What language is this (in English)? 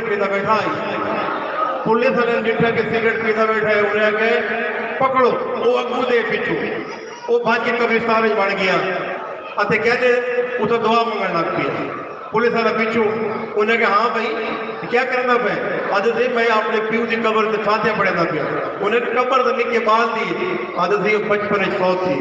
Saraiki